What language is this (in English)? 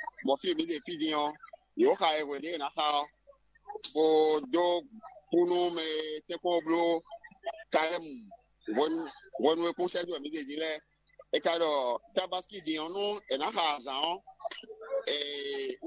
Fon